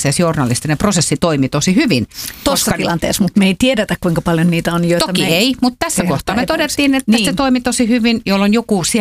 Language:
Finnish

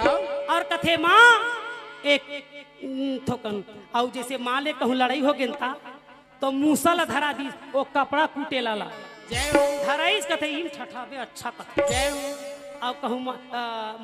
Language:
Chhattisgarhi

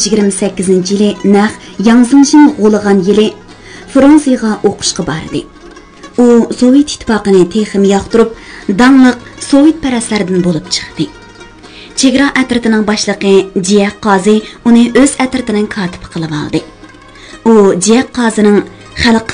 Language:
Uyghur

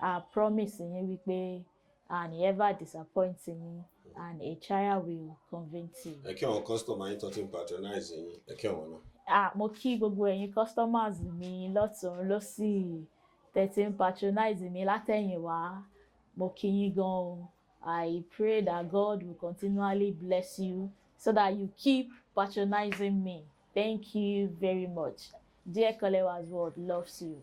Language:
Yoruba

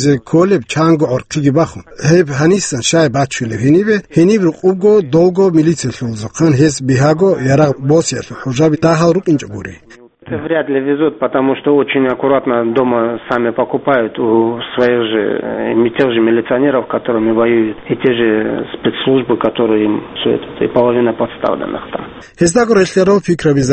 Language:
Avaric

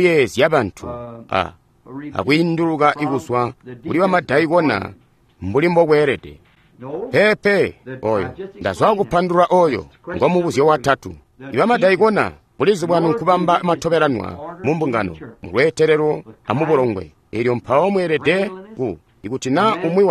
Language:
Tonga (Zambia)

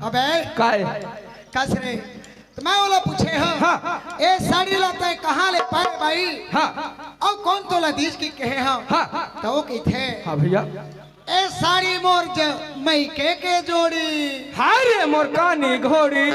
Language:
Chhattisgarhi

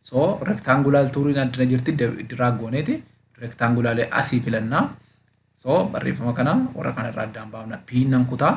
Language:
Oromo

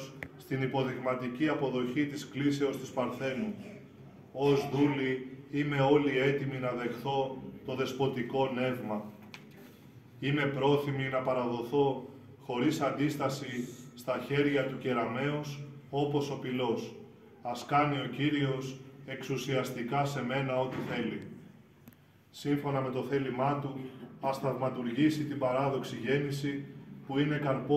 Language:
Greek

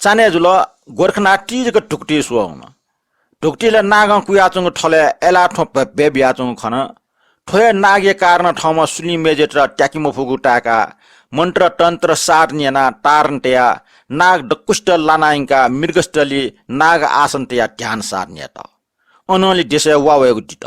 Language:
Newari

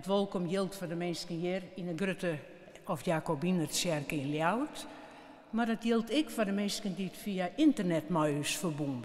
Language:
Western Frisian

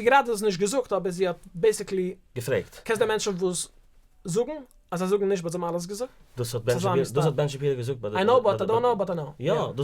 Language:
Yiddish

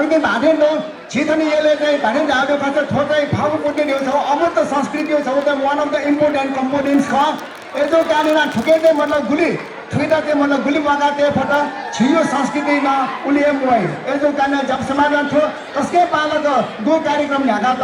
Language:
Newari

